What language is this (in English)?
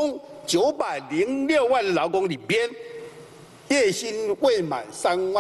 Chinese